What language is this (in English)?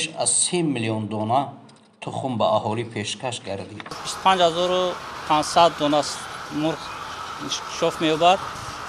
Tajik